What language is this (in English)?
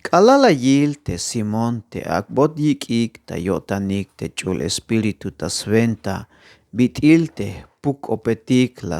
Tzeltal